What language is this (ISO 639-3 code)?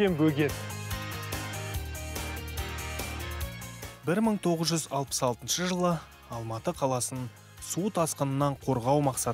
kaz